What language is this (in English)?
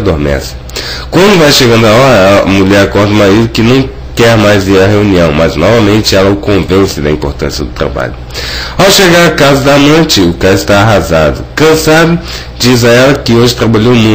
Portuguese